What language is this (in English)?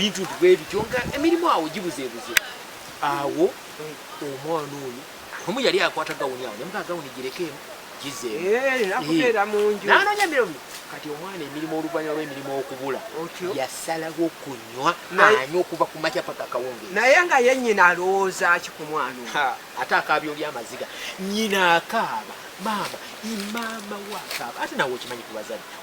Ganda